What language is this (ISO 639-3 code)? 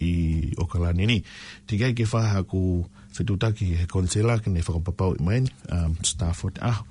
ton